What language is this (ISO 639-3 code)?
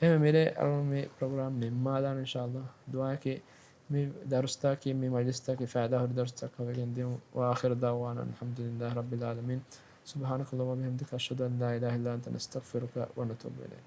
div